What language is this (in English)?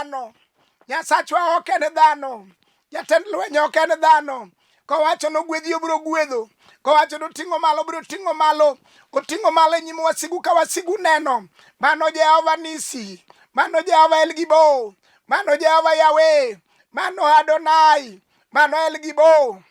Luo (Kenya and Tanzania)